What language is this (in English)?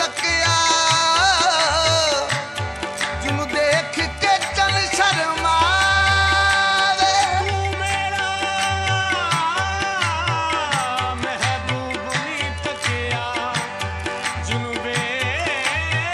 Punjabi